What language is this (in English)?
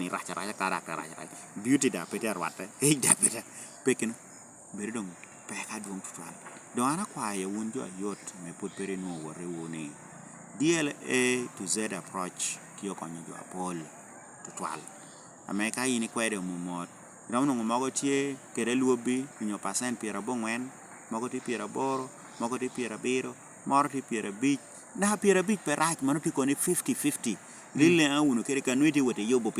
Lango (Uganda)